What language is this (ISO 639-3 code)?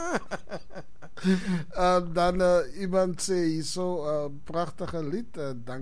afr